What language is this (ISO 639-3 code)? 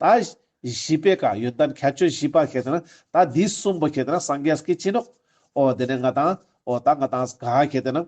lbj